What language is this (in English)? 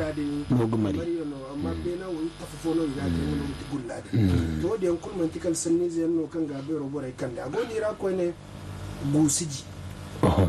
Zarma